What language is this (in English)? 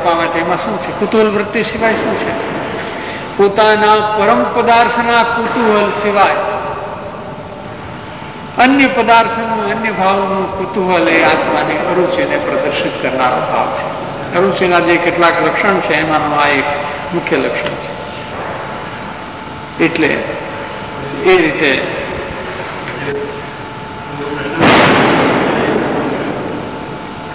Gujarati